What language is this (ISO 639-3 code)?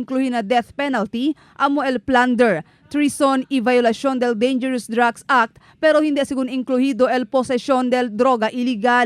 cbk